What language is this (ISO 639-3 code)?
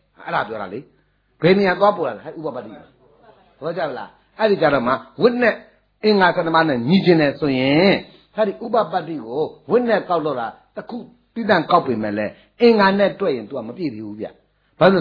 mya